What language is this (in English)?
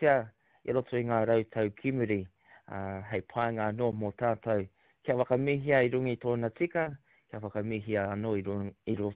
Māori